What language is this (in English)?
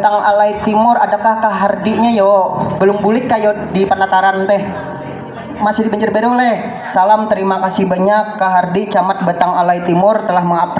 Banjar